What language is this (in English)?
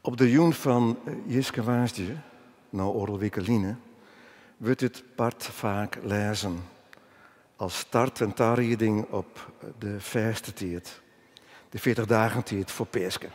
Western Frisian